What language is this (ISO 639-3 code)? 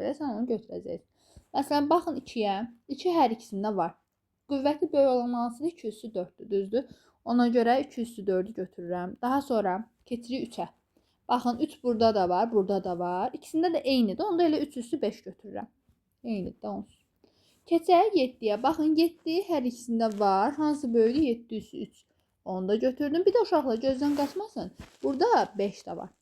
aze